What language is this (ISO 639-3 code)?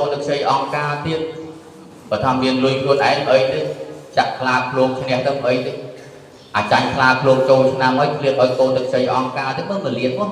khm